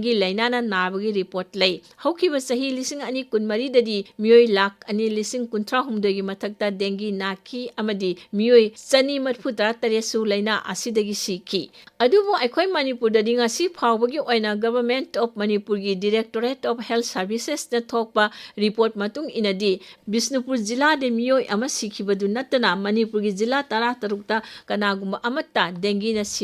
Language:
Manipuri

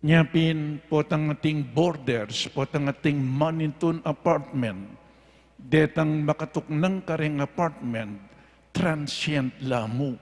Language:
Pampanga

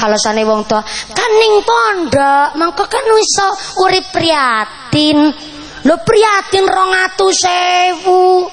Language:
Javanese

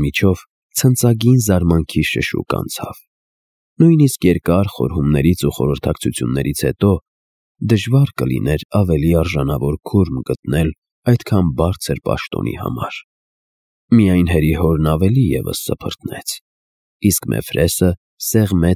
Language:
Armenian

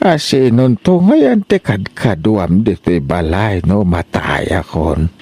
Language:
Iloko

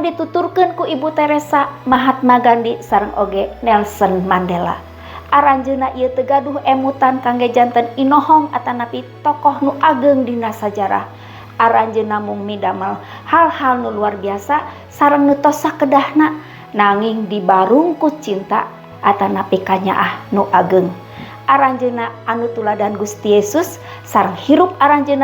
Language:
Sundanese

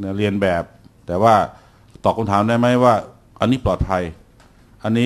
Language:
Thai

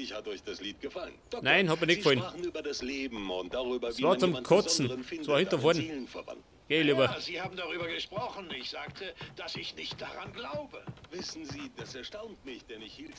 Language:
Bavarian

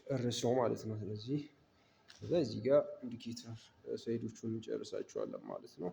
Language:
Amharic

